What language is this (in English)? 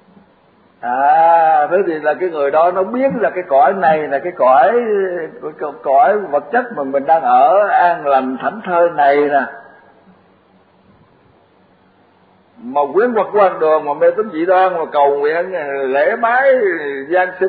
Vietnamese